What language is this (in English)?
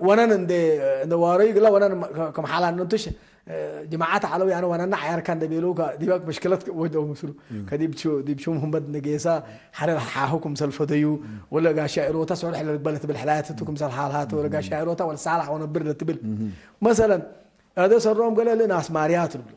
Tigre